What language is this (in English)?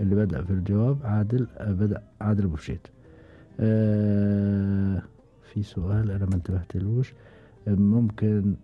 Gulf Arabic